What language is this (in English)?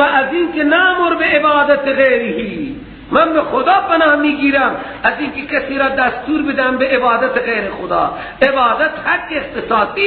Persian